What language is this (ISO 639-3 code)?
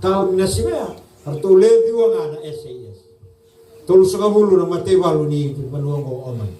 fij